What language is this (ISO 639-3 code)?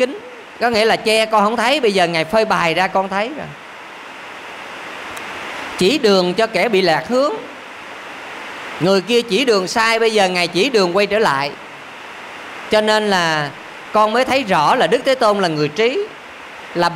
vie